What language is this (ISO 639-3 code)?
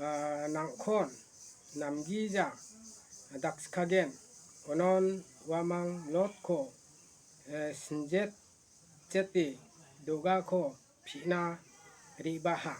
grt